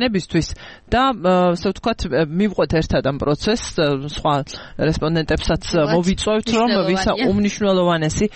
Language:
Georgian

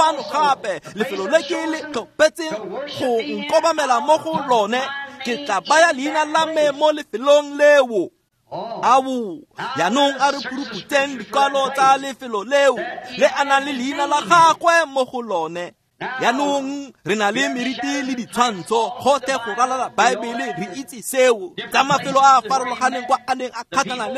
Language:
Tswana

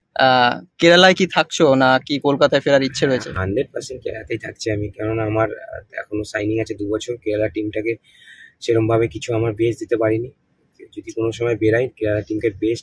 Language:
Bangla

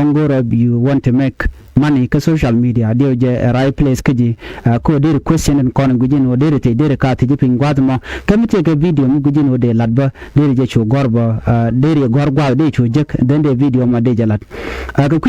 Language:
Nuer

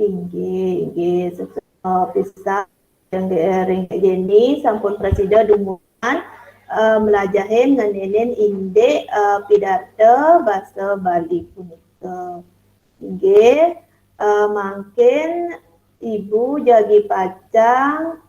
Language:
Balinese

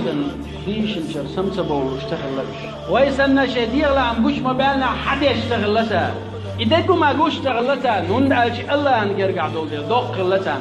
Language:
Chechen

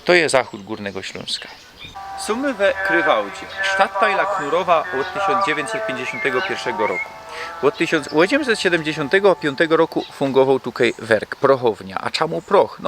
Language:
Silesian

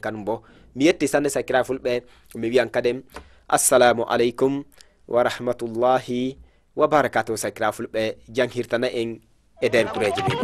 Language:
Fula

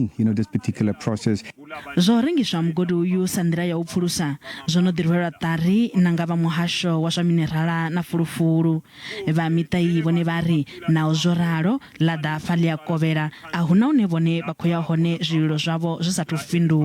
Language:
Venda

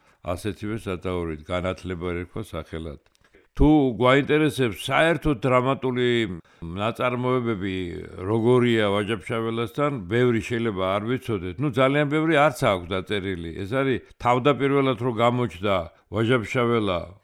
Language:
Georgian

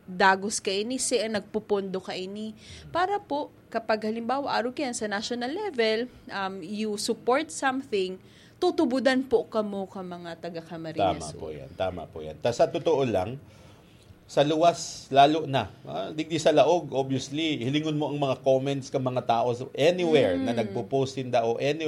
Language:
Bikol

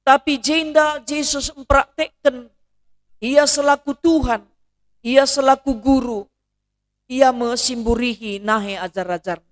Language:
Batak Karo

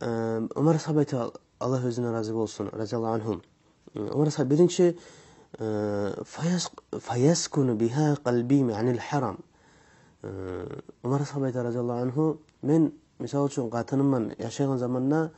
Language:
Kumyk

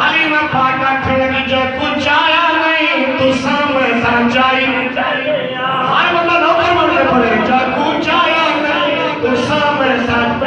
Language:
Saraiki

